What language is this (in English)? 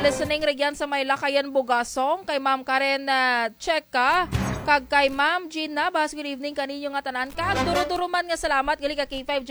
Kinaray-a